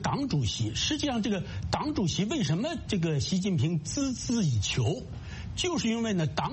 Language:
Chinese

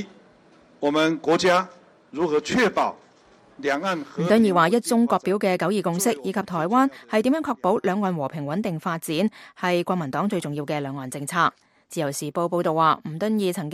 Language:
Cantonese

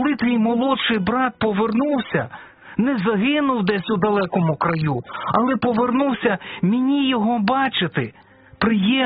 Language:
Ukrainian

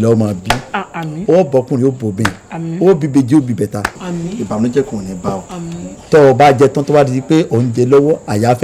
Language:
Yoruba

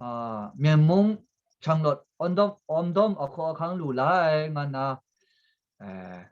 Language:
Kachin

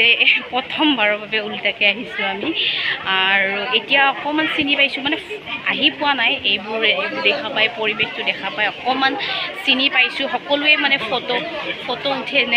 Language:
Assamese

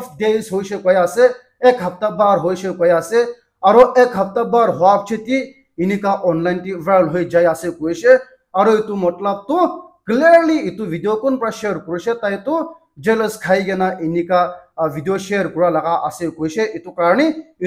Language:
Naga Pidgin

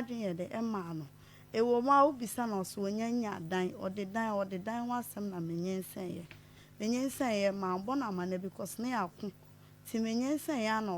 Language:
Akan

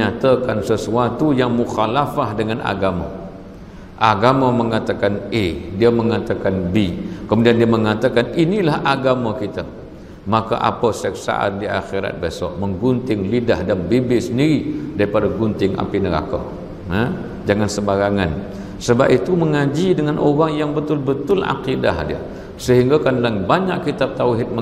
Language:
Malay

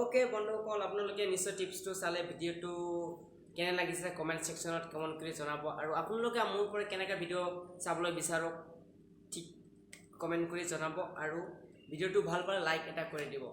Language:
Assamese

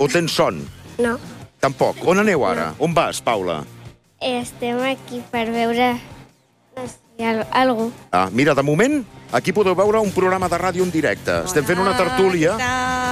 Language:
Catalan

